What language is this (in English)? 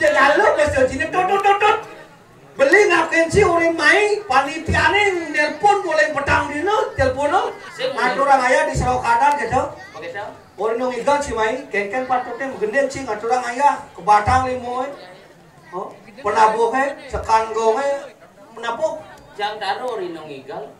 Balinese